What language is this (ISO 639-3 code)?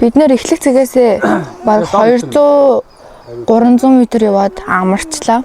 mon